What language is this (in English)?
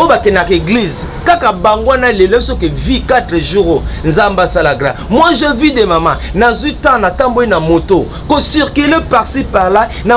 Lingala